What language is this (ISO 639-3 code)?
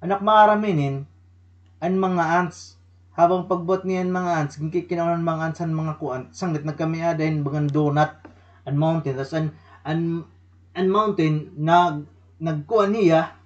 war